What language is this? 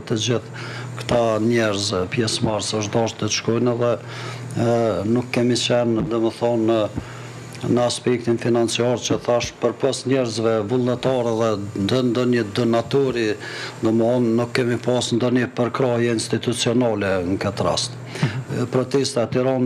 Albanian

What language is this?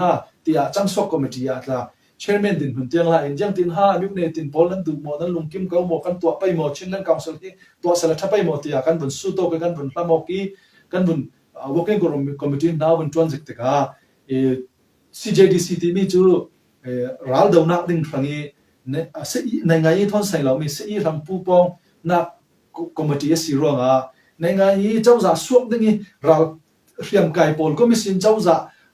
Falam Chin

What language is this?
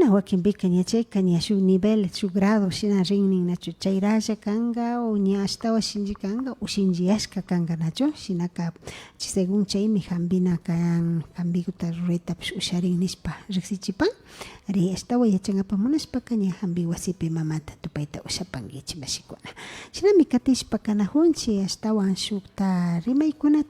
Imbabura Highland Quichua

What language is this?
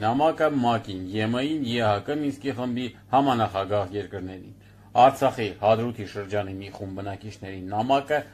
Armenian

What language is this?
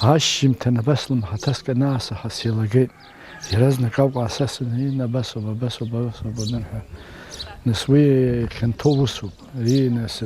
Abkhazian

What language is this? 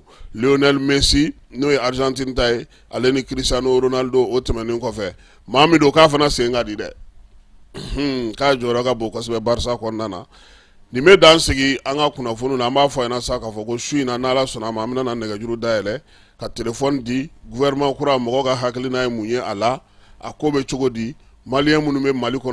Bambara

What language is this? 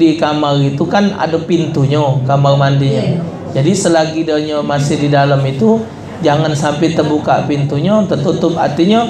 Musi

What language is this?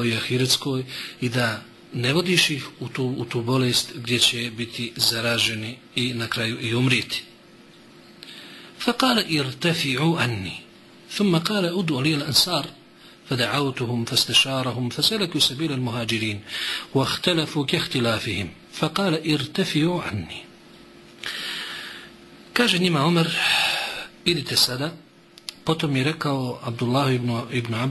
Bosnian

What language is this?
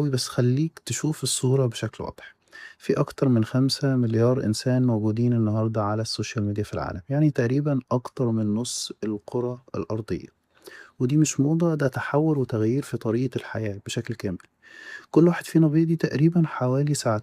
Egyptian Arabic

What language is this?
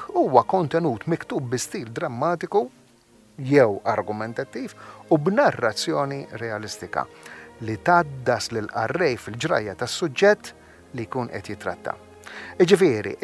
Maltese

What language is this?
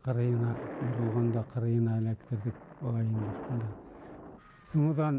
Bashkir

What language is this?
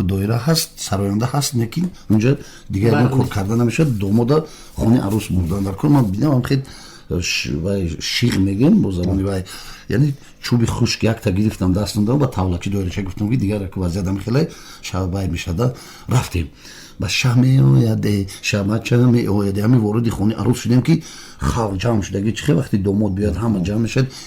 Tajik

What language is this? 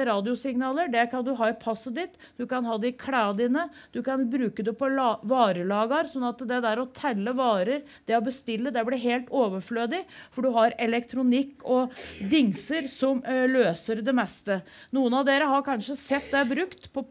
Norwegian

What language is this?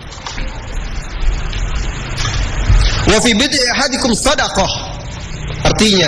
Indonesian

